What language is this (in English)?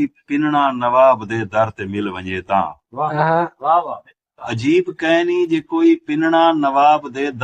Saraiki